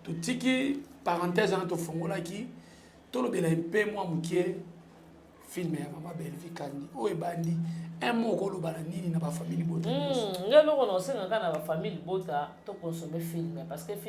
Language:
Lingala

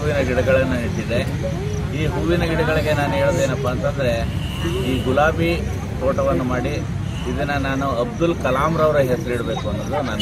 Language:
Kannada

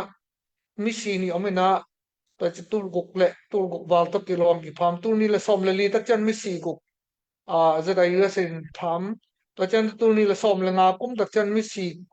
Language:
Tedim Chin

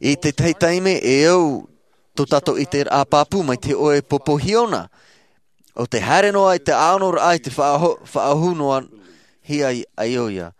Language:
Tahitian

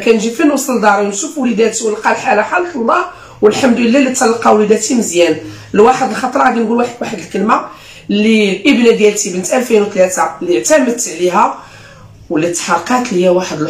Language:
Moroccan Arabic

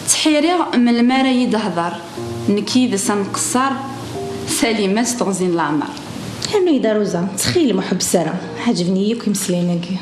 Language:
Kabyle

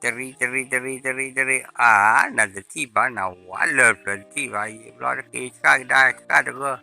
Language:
S'gaw Karen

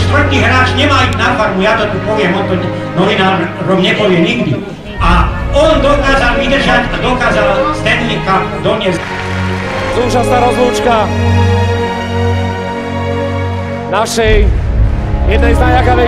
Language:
Slovak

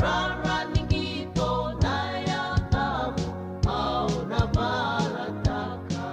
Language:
Fijian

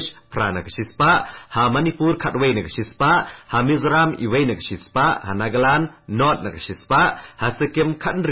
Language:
Khasi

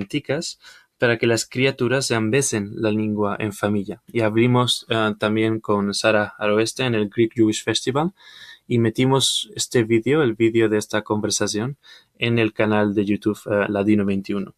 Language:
Ladino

